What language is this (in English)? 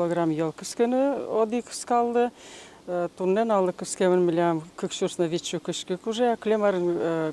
Udmurt